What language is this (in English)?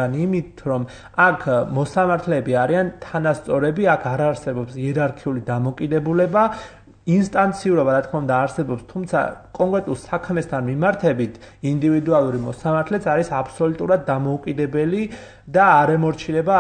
Georgian